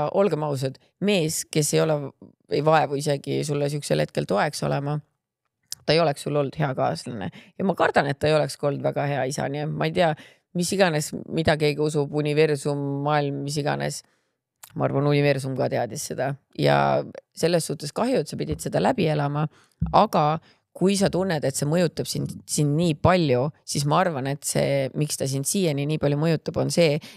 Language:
Estonian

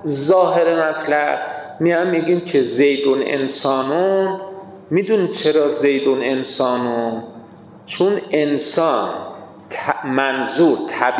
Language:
Persian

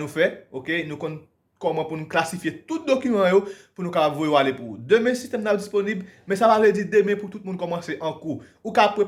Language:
Haitian Creole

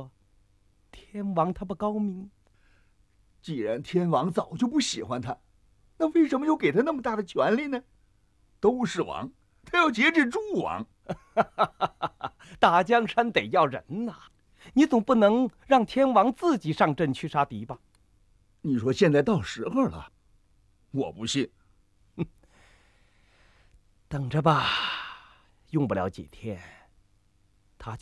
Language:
Chinese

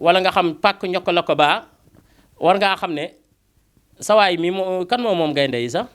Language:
Wolof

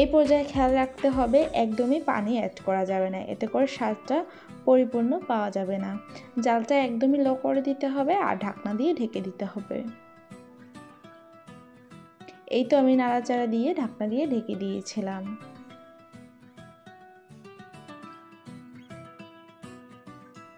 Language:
Bangla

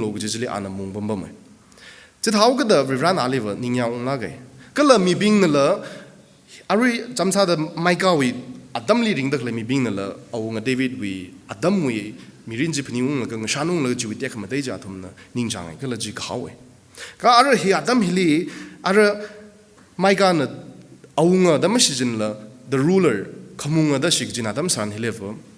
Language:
Tangkhul Naga (India)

